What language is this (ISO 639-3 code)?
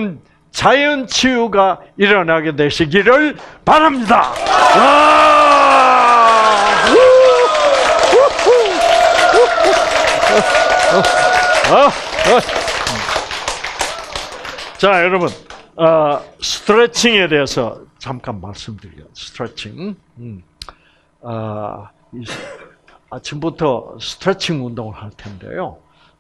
kor